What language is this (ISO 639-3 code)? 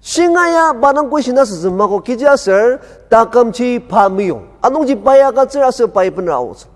njo